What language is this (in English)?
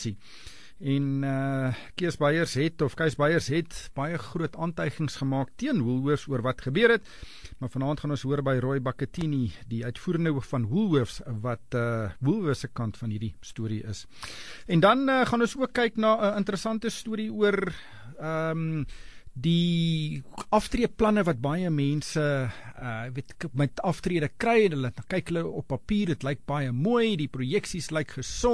Afrikaans